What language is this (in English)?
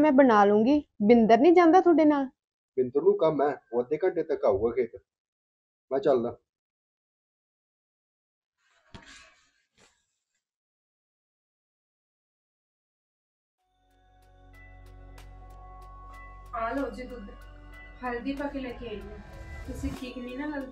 Punjabi